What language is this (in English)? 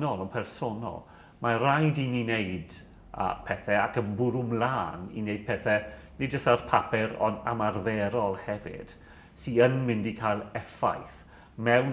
Welsh